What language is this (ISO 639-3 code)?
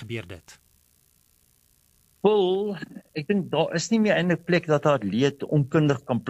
afr